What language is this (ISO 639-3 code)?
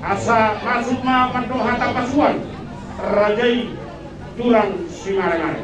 bbc